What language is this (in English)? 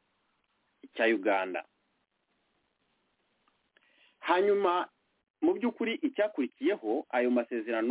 Kinyarwanda